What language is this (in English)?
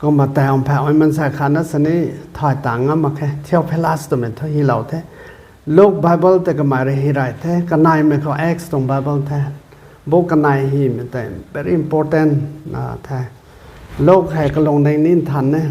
Rongmei Naga